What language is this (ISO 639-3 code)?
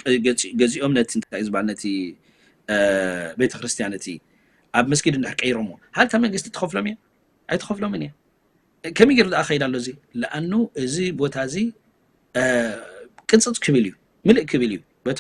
tir